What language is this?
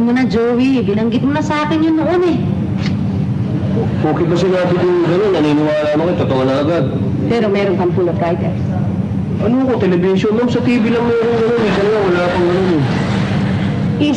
Filipino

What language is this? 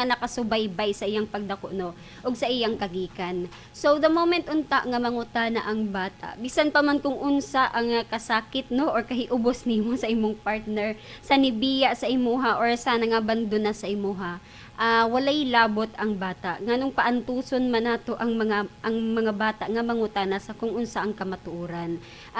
Cebuano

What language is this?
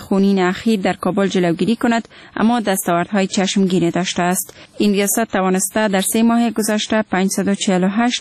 Persian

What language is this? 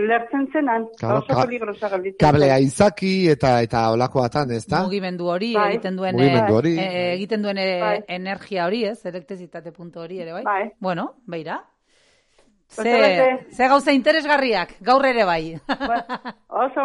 Basque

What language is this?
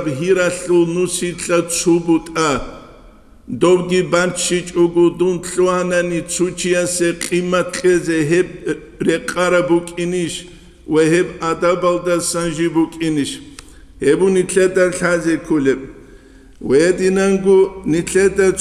Avaric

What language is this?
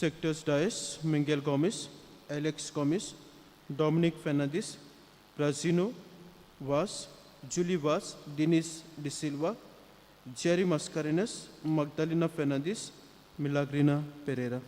Konkani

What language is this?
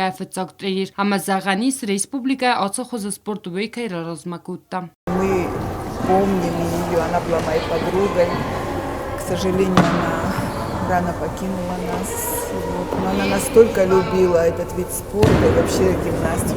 Ossetic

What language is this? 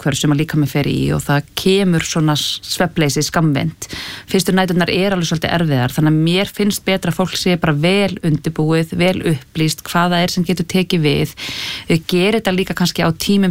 Icelandic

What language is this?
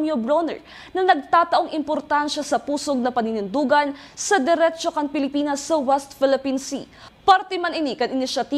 Bikol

